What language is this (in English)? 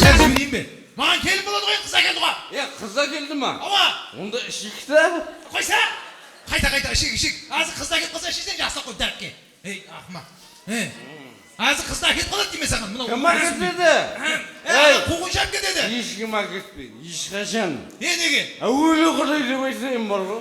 Kara-Kalpak